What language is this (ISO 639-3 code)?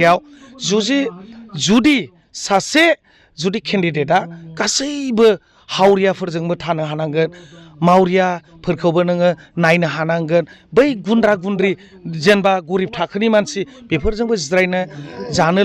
brx